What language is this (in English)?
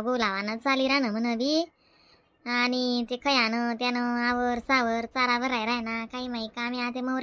Khandesi